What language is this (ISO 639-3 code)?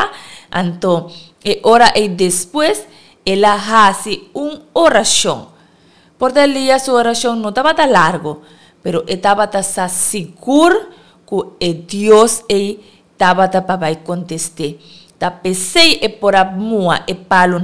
pap